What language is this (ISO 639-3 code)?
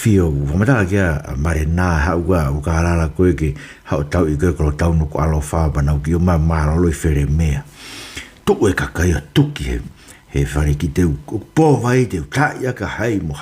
ton